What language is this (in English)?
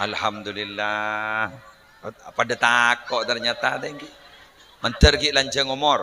Madurese